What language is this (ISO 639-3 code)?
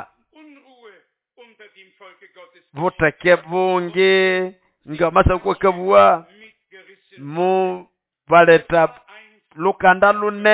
nnb